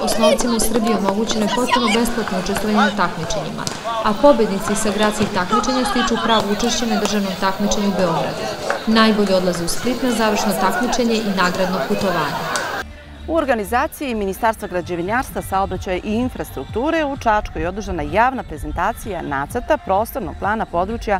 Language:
Serbian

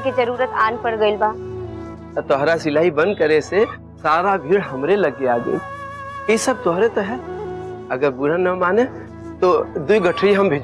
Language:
Bhojpuri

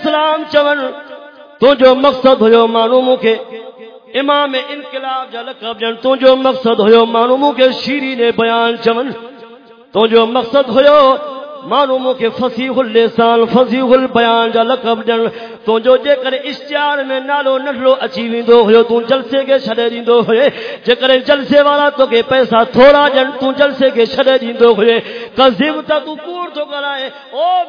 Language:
Saraiki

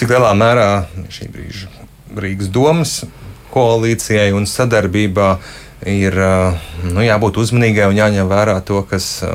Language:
Latvian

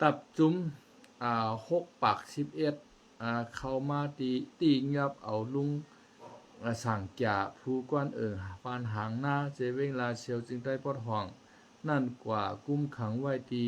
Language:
Shan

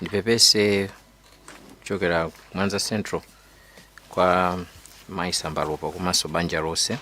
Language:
Nyanja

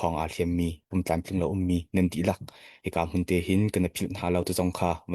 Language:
Hakha Chin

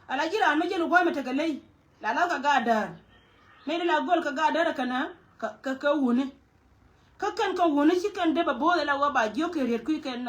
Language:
Nuer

